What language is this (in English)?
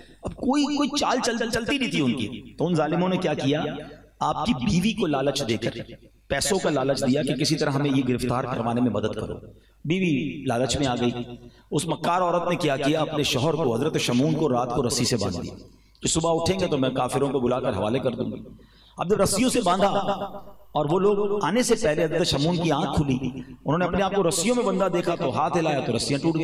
Urdu